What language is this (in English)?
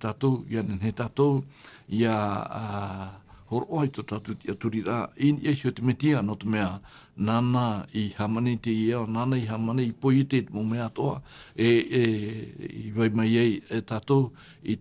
Tahitian